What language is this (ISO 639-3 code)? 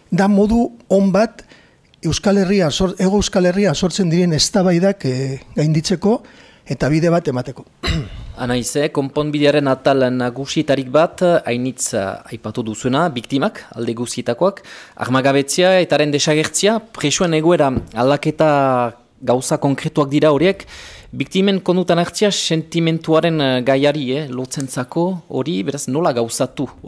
eus